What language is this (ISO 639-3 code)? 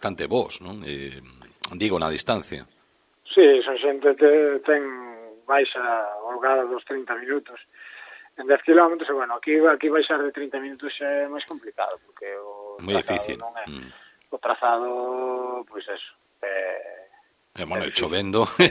glg